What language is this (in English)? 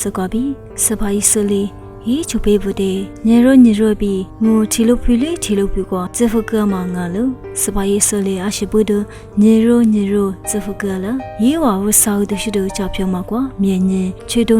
Lisu